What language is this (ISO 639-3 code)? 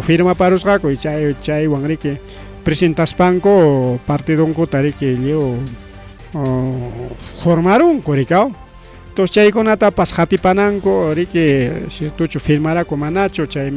quy